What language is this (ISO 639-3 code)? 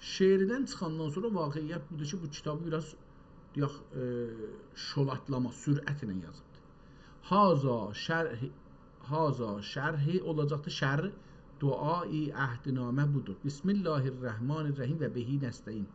azb